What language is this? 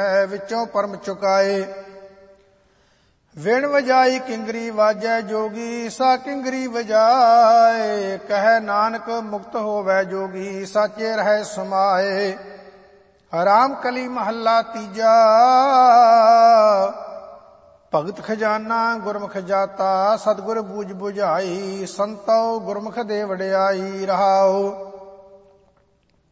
Punjabi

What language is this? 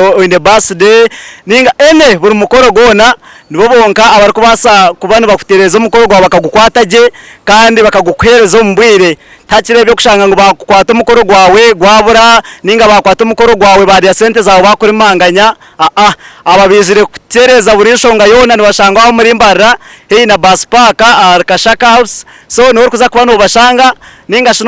Nyankole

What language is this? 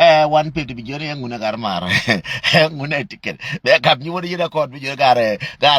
Nuer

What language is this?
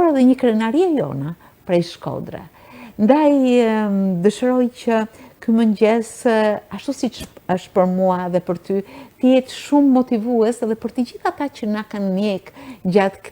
Albanian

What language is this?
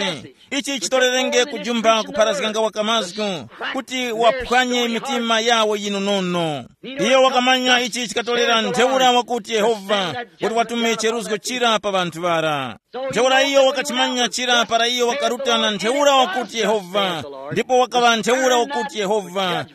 Tumbuka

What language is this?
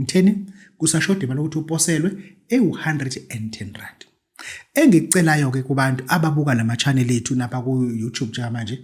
Zulu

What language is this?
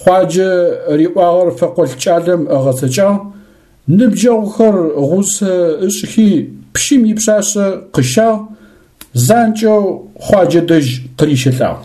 Adyghe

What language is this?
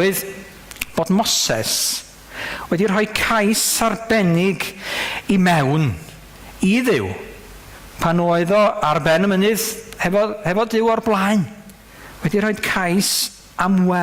Welsh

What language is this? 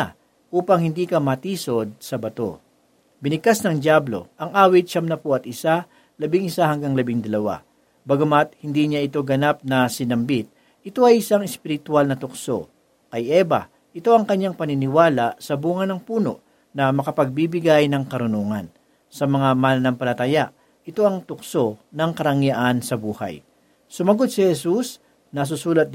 Filipino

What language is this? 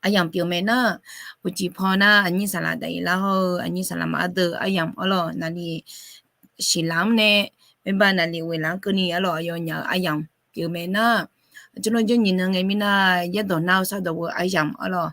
Akha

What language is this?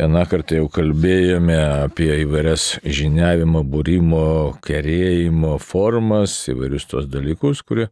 Lithuanian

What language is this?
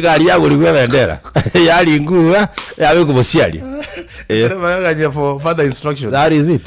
Gusii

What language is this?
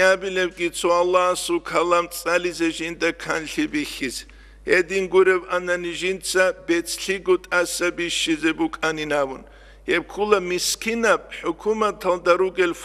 Avaric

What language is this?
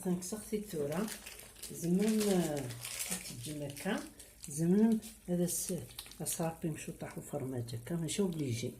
Kabyle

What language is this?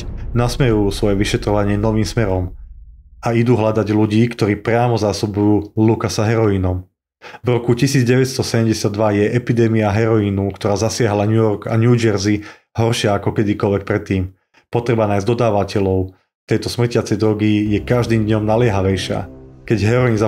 Slovak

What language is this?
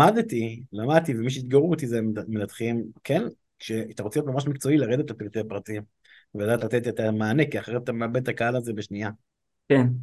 Hebrew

